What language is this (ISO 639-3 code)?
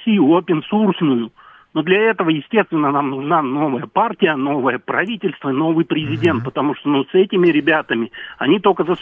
rus